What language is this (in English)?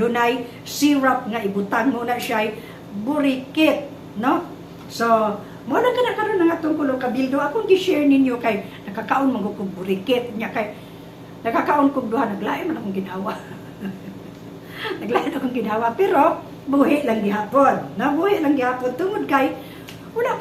Cebuano